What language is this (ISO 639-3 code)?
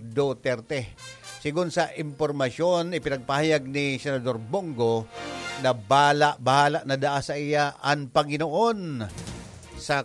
bik